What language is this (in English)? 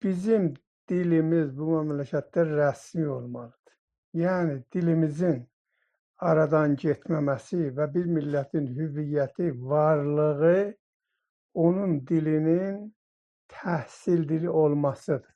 South Azerbaijani